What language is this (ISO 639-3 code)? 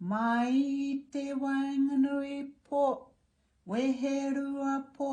mri